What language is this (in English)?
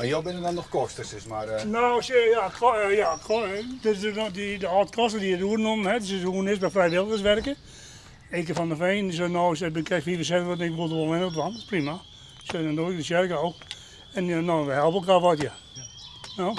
Western Frisian